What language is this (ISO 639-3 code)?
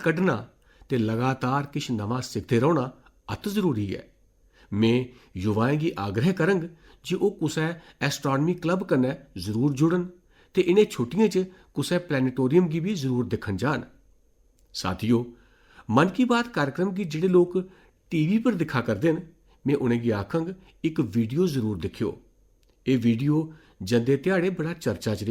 doi